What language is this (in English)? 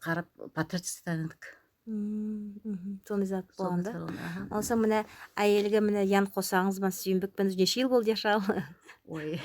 Nogai